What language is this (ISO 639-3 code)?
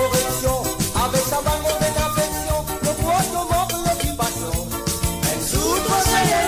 mfe